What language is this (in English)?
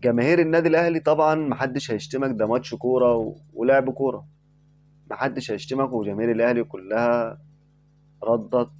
Egyptian Arabic